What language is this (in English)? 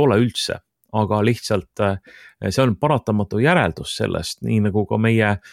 Estonian